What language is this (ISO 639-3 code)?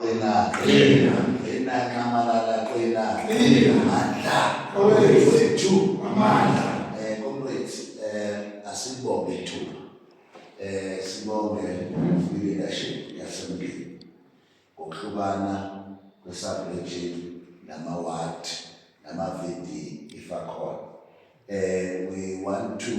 zul